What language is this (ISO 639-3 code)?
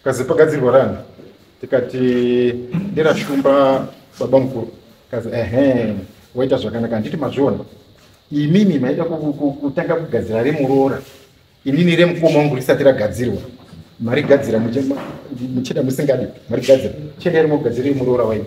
sna